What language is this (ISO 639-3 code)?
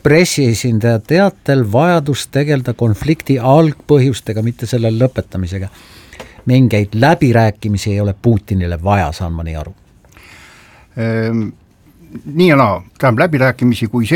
est